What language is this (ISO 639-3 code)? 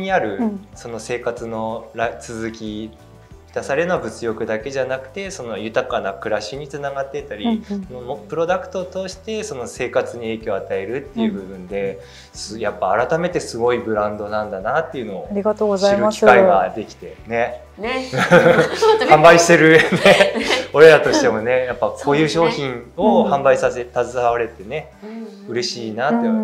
jpn